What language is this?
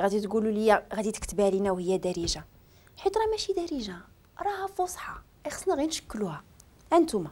Moroccan Arabic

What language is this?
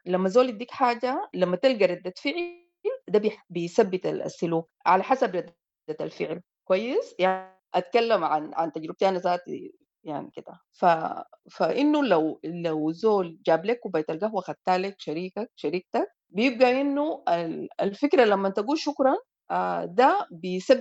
Sudanese Arabic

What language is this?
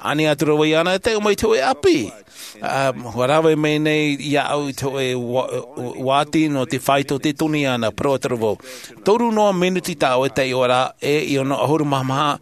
Tahitian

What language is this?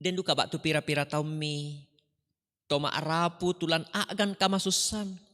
Toraja-Sa'dan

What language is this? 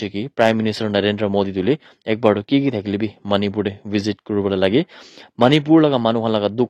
Naga Pidgin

